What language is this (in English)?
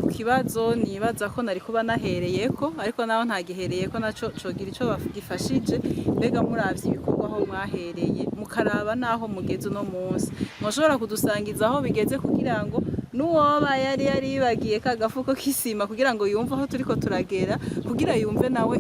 Rundi